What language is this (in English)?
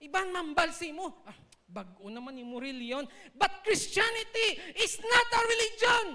Hiligaynon